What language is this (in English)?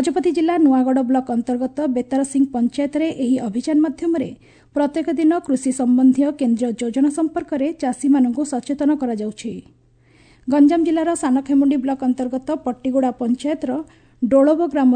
Odia